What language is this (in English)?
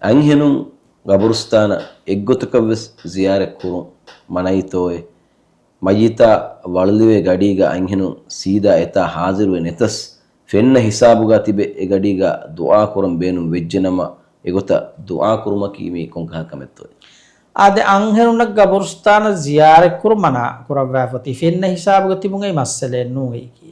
Divehi